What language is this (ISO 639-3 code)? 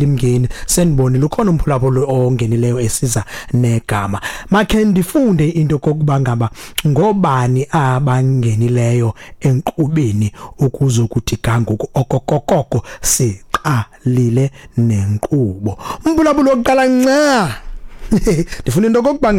xho